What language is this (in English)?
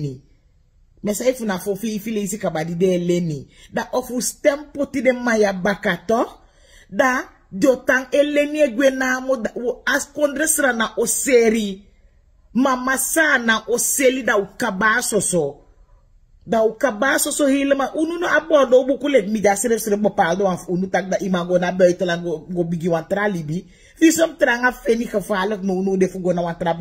Sranan Tongo